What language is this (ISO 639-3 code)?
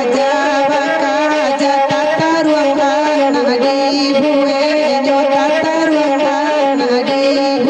min